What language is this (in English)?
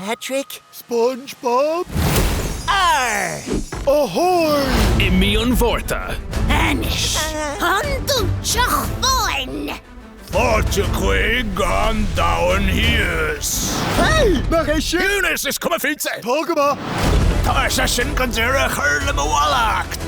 Irish